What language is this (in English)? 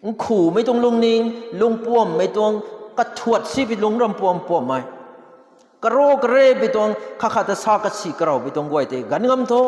Rongmei Naga